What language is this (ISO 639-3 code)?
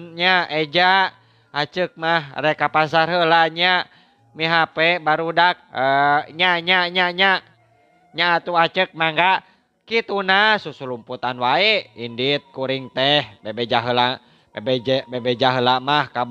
sun